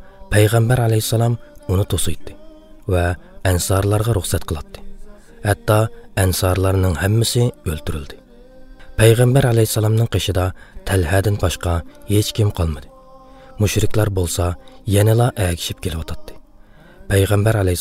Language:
Uyghur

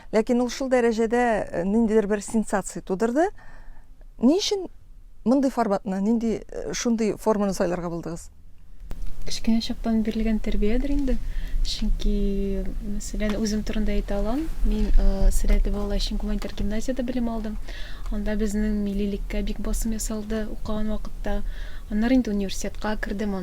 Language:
Tatar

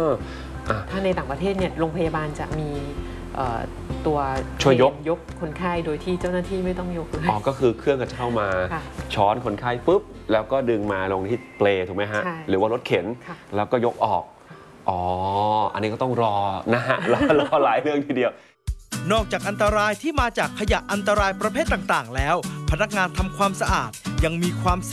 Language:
Thai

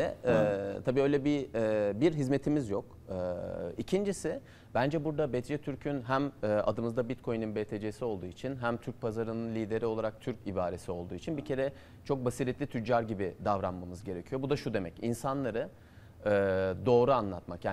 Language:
Turkish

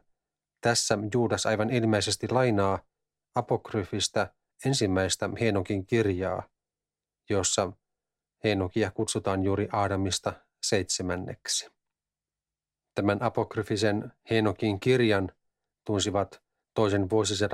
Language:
Finnish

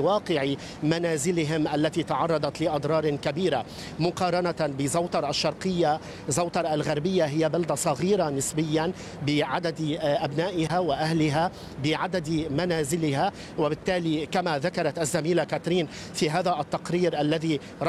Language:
Arabic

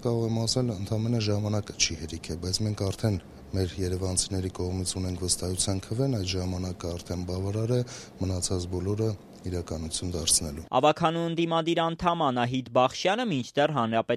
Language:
Armenian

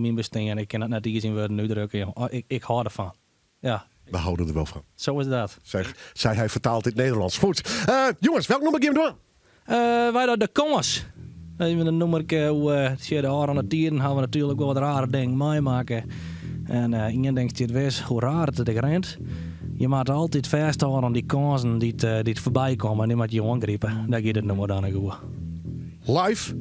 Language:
Western Frisian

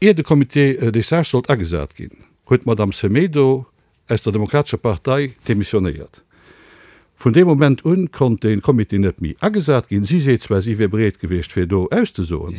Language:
Luxembourgish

